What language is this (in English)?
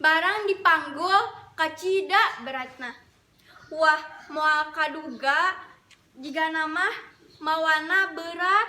Sundanese